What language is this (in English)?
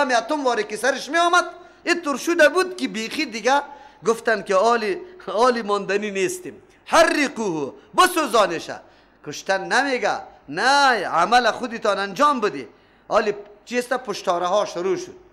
Persian